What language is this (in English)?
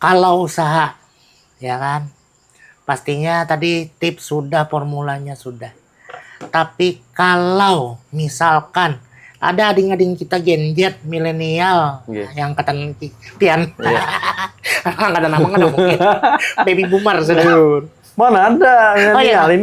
Banjar